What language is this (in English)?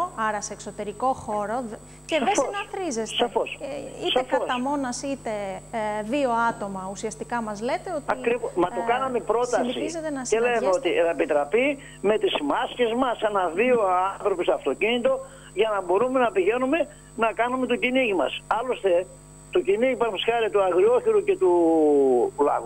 Greek